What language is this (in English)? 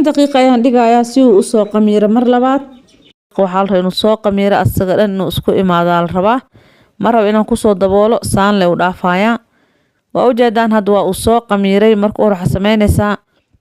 Somali